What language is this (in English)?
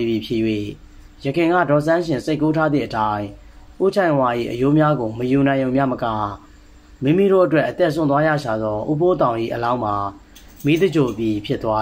Burmese